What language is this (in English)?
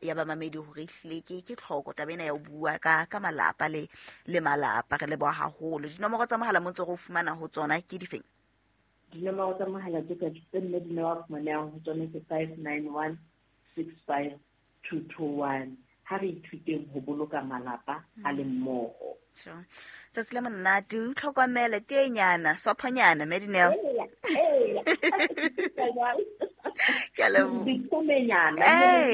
Southern Sotho